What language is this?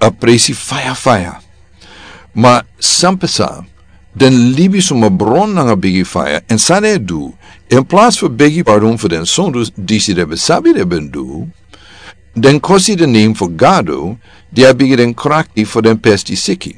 Sranan Tongo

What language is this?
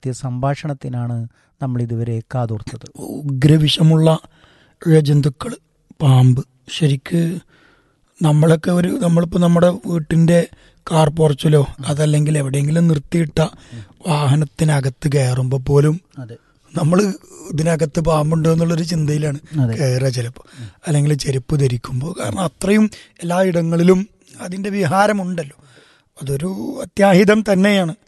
Malayalam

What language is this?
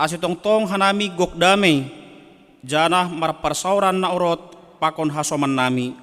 Batak Simalungun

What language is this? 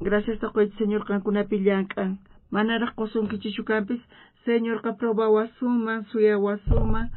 South Bolivian Quechua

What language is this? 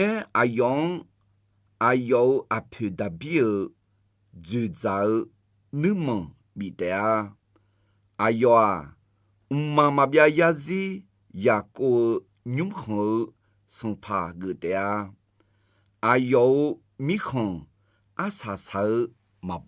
Akha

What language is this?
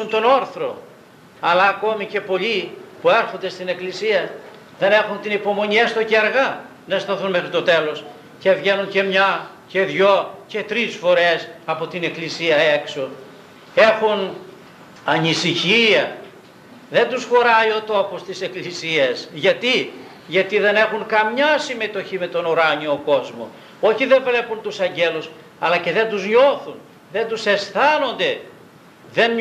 Greek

